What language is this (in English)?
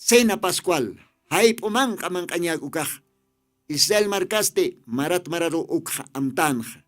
Aymara